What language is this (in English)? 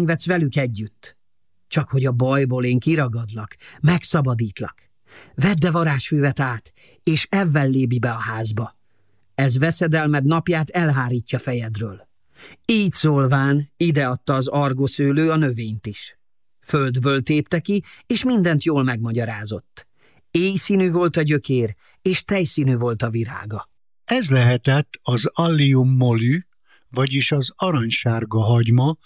Hungarian